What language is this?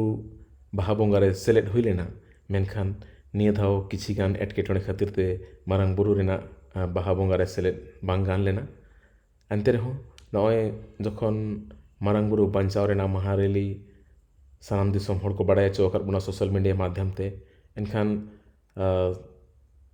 Santali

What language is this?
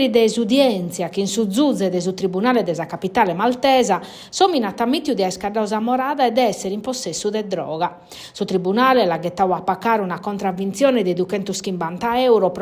Sardinian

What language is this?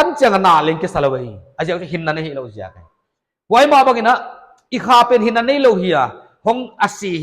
Paite Chin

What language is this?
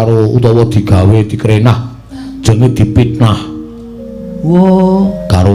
Javanese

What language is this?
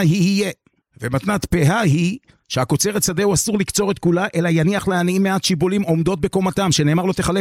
Hebrew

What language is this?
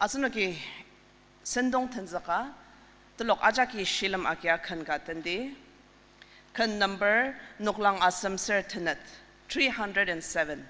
Ao Naga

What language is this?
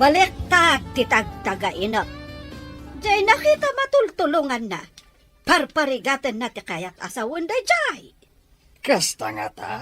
Iloko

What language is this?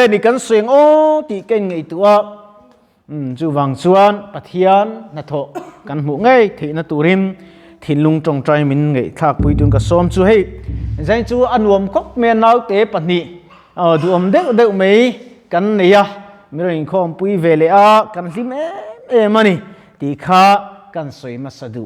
Mizo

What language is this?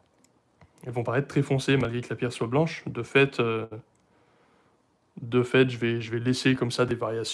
French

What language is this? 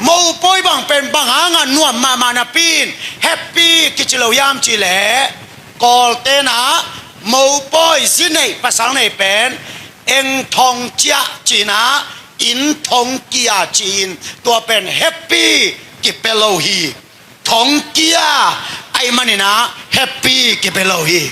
Tedim Chin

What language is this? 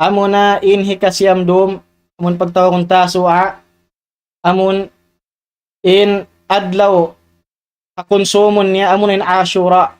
Tausug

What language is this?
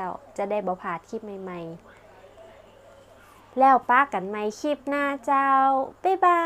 Northern Thai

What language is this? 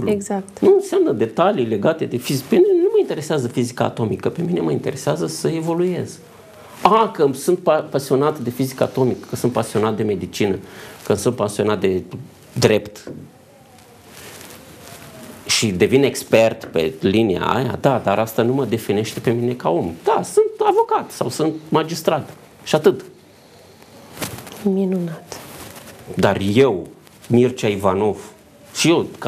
Romanian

